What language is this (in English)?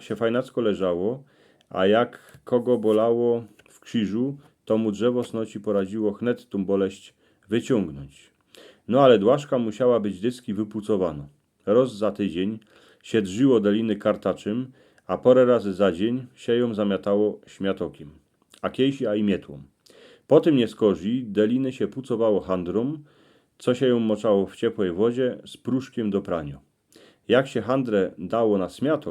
Silesian